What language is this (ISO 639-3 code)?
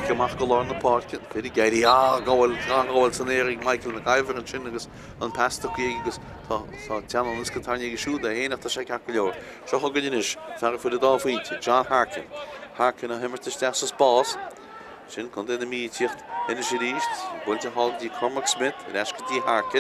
gle